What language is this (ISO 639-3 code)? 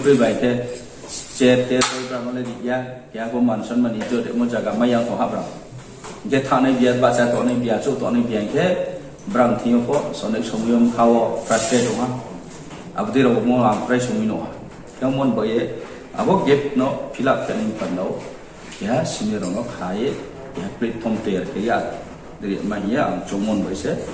ria